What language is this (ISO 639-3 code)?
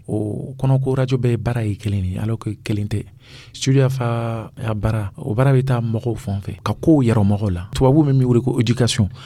dyu